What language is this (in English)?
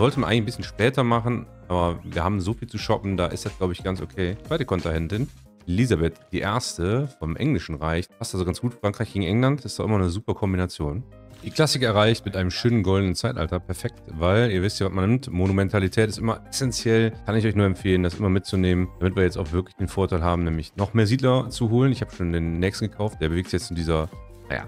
German